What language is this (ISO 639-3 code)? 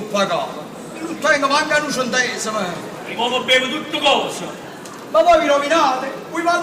nap